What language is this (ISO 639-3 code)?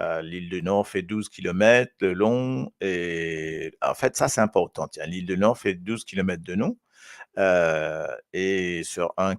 mfe